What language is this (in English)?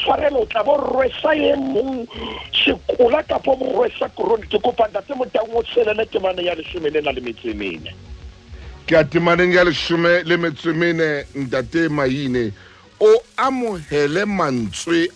Southern Sotho